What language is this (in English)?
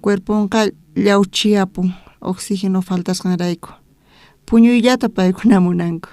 South Bolivian Quechua